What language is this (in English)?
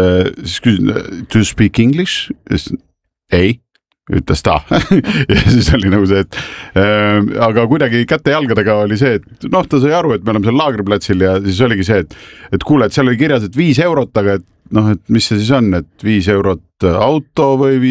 Estonian